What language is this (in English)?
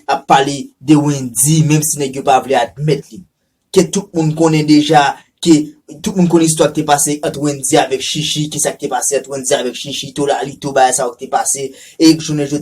Haitian Creole